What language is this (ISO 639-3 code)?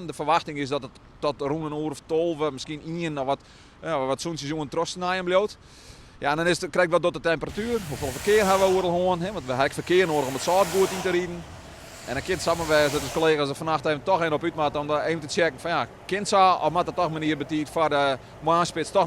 fry